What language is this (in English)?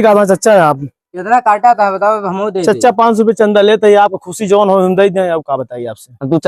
Awadhi